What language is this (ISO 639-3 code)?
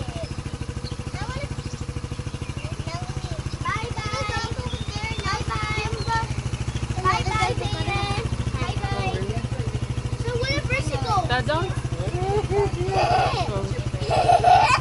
eng